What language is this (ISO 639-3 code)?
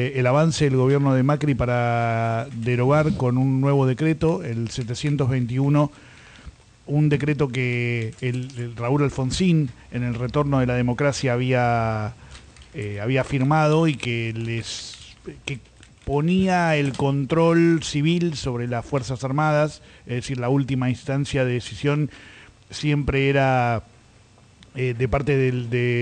spa